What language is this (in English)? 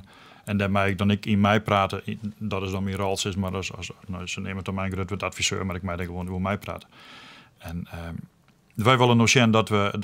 Western Frisian